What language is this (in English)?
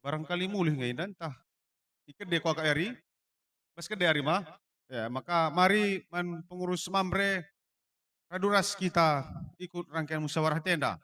Batak Karo